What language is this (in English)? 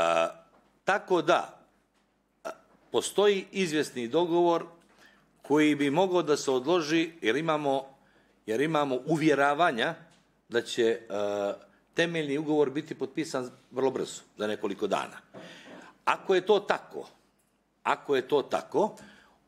Bosnian